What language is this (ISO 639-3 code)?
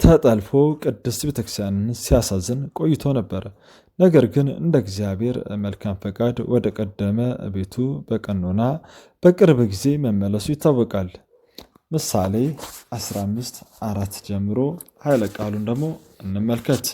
amh